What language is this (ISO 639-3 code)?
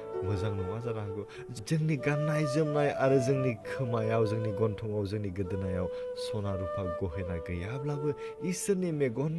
brx